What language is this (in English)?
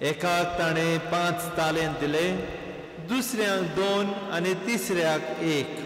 Konkani